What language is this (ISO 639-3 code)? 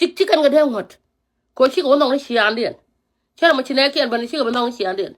nus